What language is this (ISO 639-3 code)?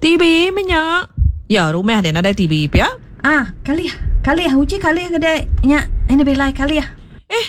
iba